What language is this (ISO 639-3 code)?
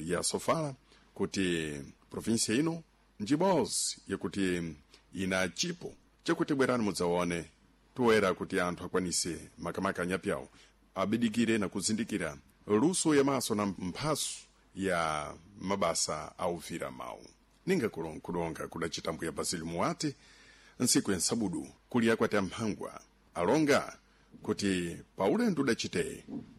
seh